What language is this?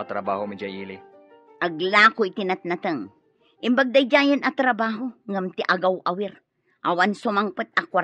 Iloko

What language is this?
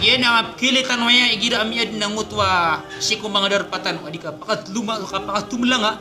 Maranao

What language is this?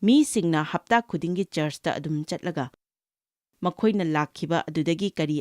Manipuri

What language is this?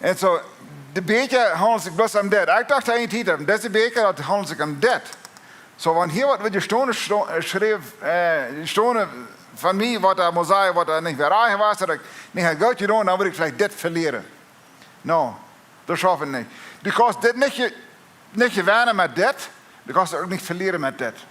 Plautdietsch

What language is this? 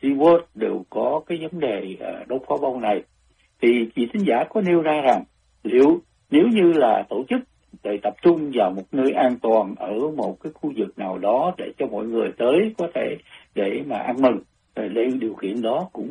Vietnamese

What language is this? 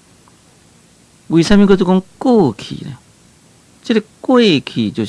Min Nan Chinese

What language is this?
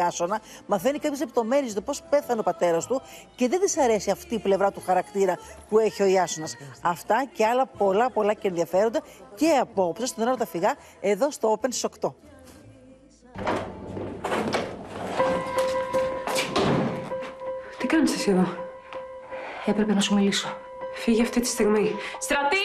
Greek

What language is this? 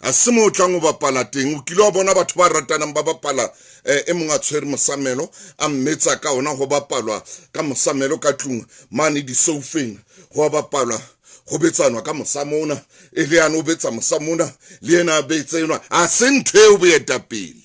Southern Sotho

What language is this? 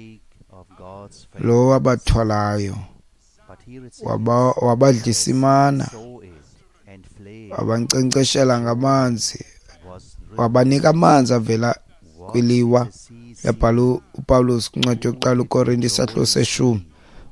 Xhosa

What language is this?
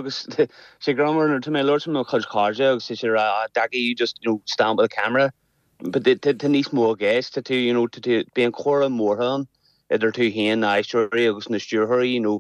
Irish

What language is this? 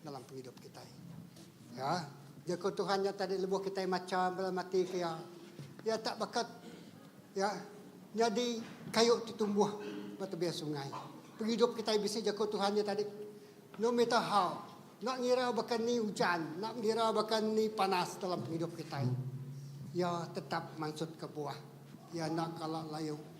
Iban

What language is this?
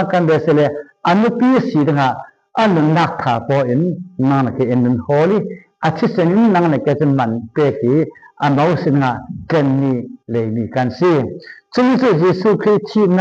Falam Chin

